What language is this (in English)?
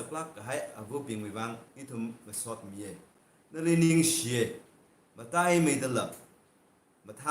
Tangkhul Naga (India)